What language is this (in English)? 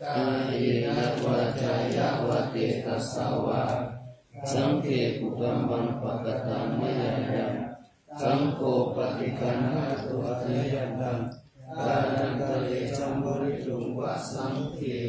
Pali